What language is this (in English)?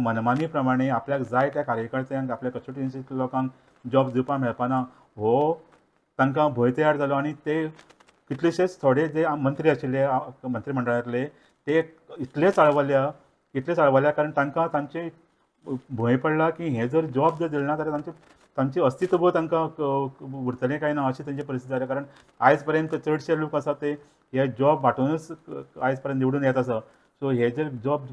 Konkani